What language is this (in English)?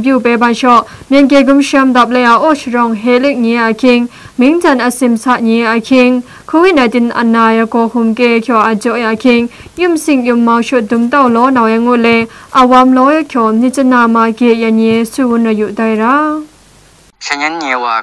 Kachin